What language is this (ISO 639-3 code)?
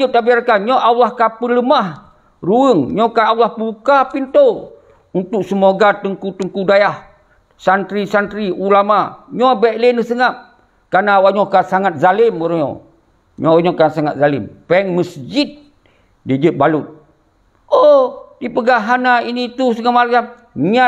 ace